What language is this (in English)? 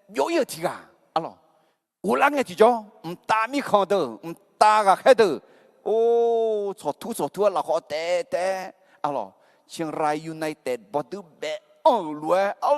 Akha